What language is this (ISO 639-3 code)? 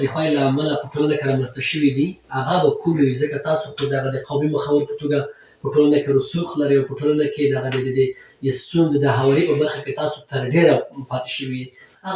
pus